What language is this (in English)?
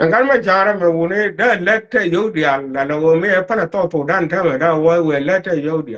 Nuer